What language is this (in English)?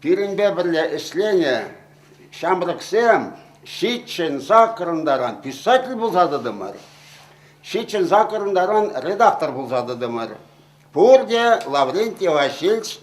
Chuvash